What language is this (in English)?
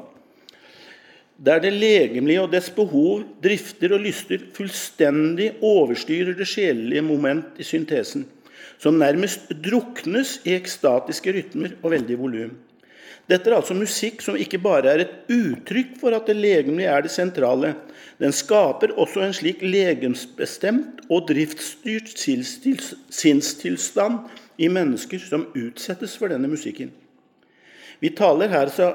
Norwegian